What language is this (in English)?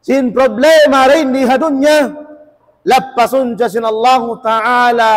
Tausug